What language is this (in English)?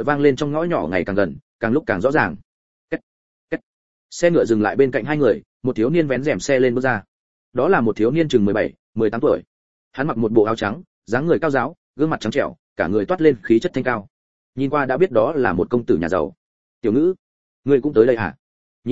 Vietnamese